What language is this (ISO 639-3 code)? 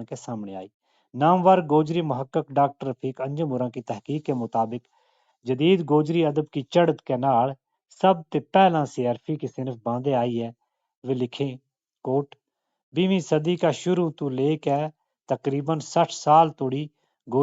gju